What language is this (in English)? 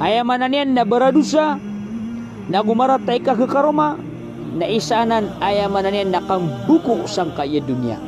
Maranao